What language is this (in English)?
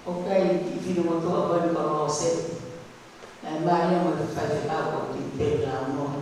Tongan